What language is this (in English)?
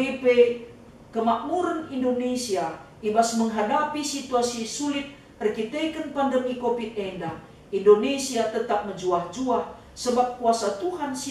Batak Karo